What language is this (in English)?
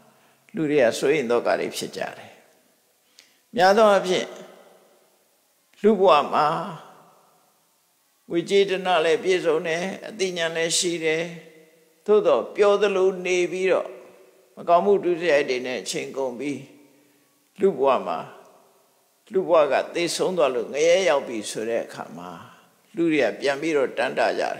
Burmese